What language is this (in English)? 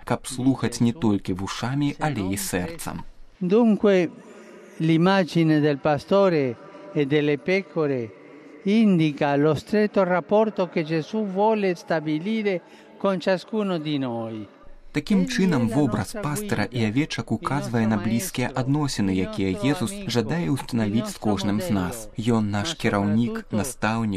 Belarusian